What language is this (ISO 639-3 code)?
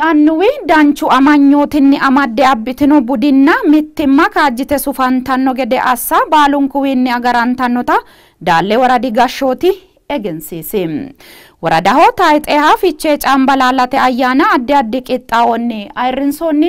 sid